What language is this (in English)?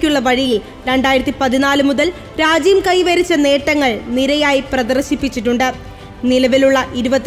Malayalam